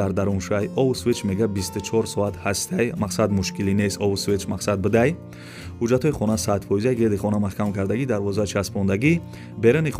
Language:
Tajik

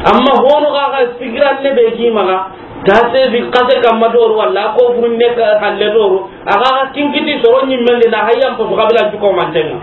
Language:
Soninke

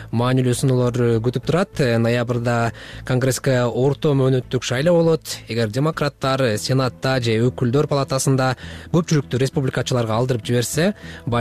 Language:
Kyrgyz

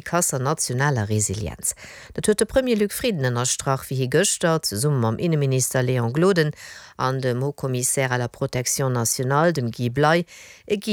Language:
Luxembourgish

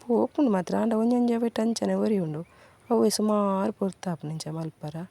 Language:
Tulu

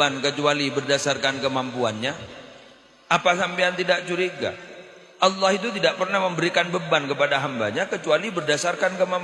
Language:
Madurese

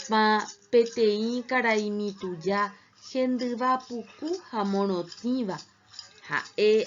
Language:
Guarani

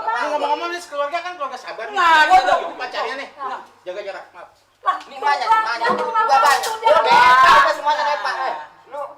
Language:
Betawi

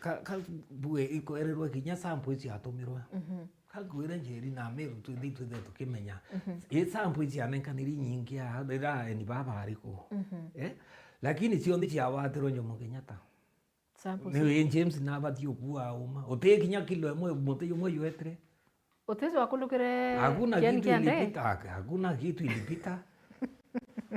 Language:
Meru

